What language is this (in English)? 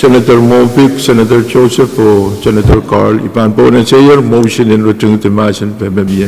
Pohnpeian